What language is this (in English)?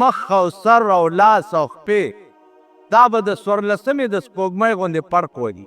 Pashto